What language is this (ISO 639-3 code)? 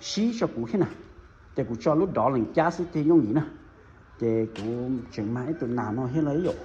hmn